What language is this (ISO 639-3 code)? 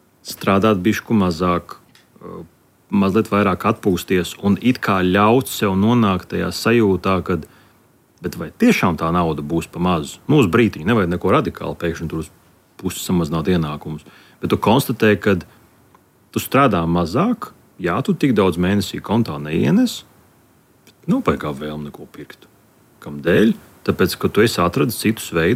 lav